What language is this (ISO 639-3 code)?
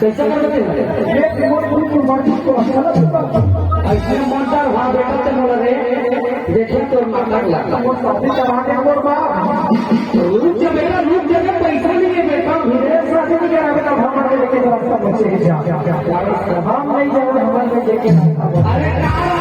hne